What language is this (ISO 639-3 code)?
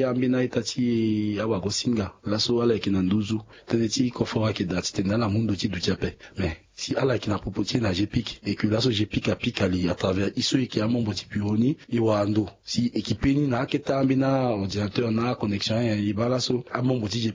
sag